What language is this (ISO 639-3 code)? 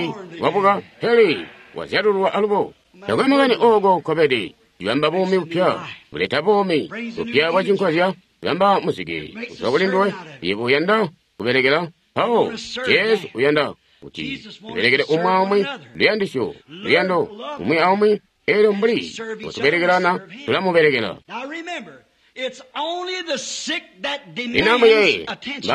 toi